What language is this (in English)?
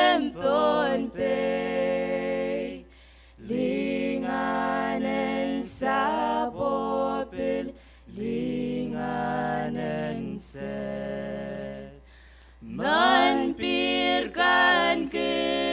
Pohnpeian